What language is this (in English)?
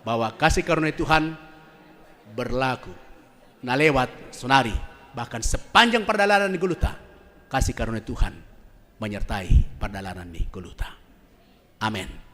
Batak Simalungun